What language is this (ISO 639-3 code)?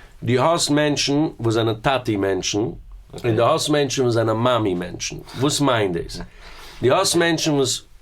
yid